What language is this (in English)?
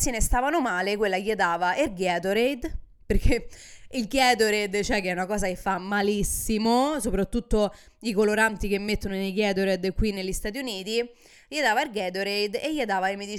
Italian